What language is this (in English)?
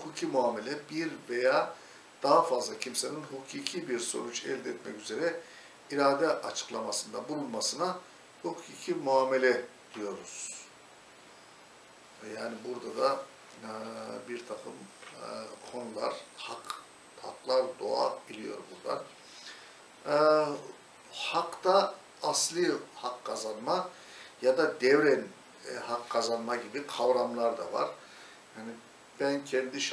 Turkish